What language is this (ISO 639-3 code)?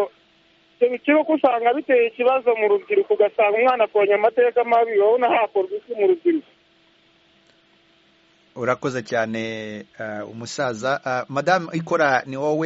kin